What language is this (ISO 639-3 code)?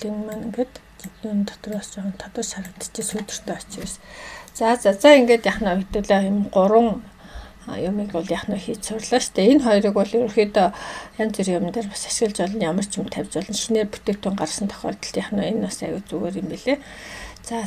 mon